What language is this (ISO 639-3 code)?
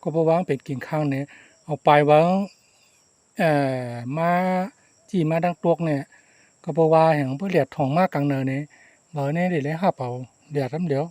shn